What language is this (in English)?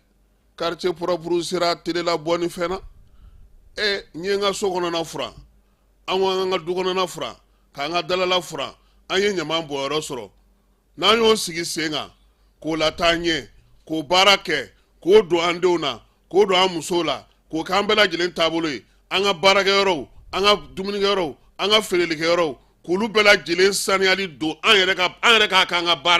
Bambara